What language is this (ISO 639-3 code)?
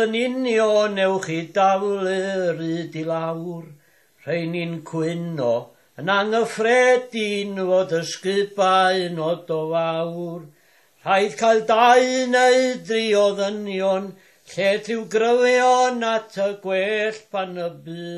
cym